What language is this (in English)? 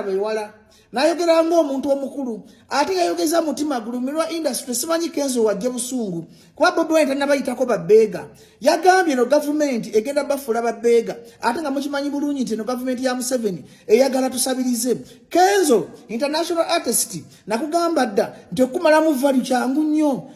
Ganda